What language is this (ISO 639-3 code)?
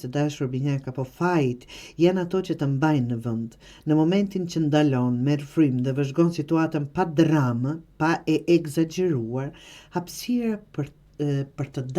sqi